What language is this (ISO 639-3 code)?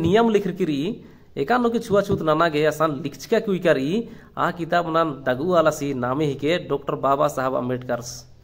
kru